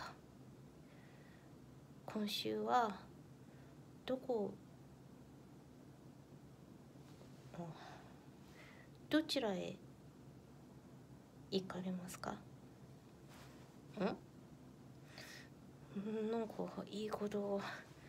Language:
Japanese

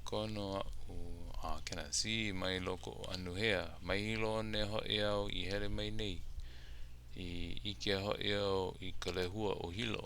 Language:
Hawaiian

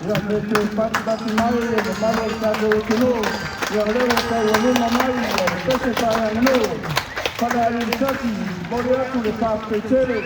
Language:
Samoan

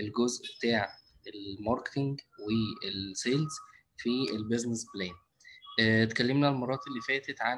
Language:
Egyptian Arabic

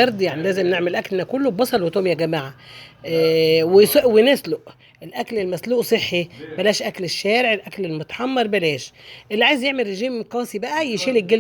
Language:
Egyptian Arabic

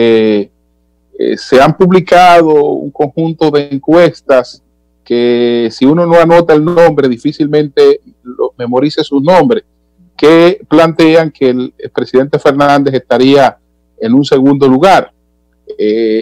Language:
Spanish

